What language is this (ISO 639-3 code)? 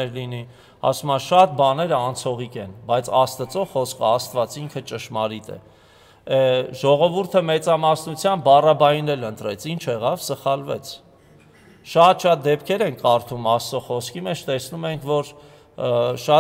hye